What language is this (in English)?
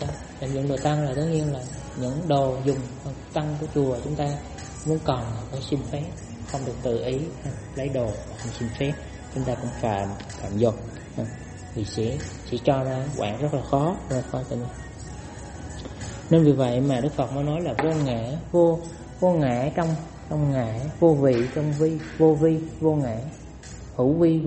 Vietnamese